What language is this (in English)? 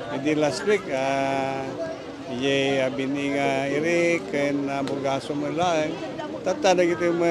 Iloko